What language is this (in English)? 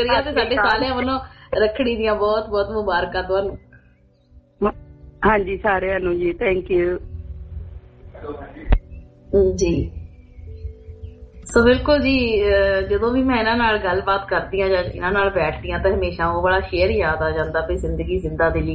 Punjabi